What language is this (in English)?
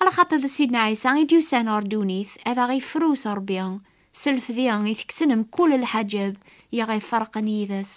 Kabyle